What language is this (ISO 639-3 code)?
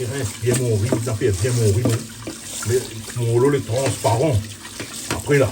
rcf